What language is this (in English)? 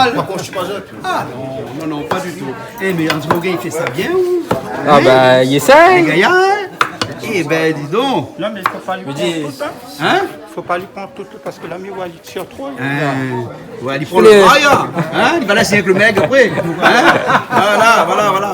Réunion Creole French